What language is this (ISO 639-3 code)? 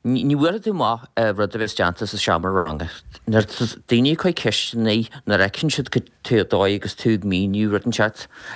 gle